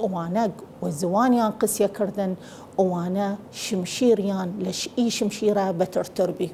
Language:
Southern Kurdish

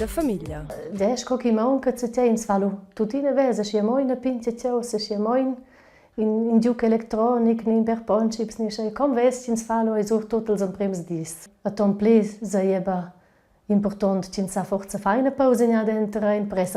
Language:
Romansh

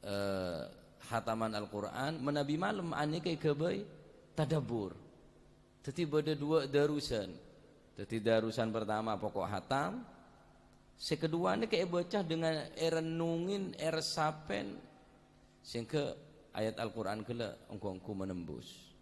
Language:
Madurese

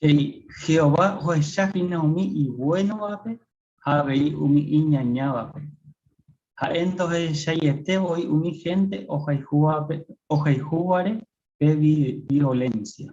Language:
Guarani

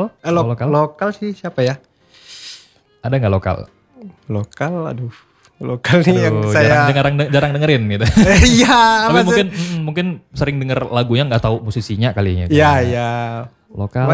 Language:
Indonesian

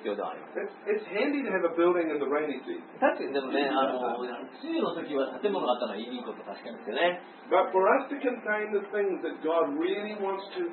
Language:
Japanese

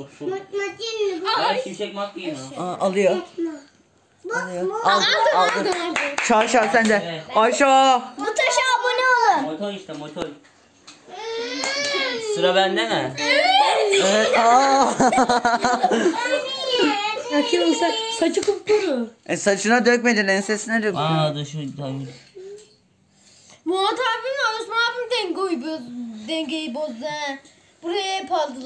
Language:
Turkish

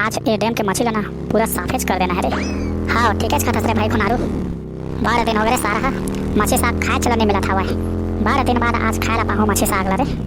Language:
Chhattisgarhi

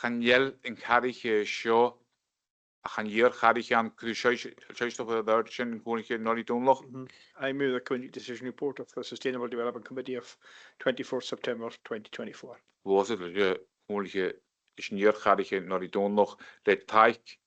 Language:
Scottish Gaelic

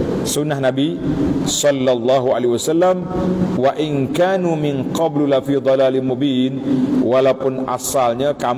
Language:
Malay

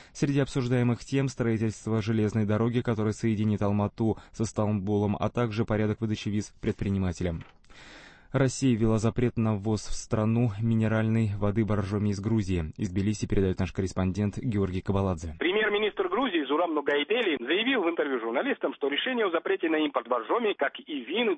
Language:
Russian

